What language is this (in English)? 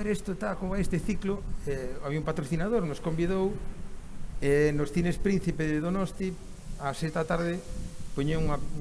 Galician